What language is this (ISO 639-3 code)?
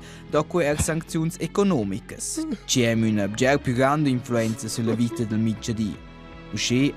roh